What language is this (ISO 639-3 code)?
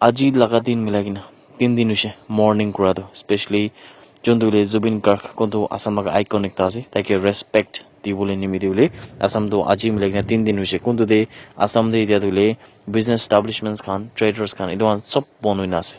nag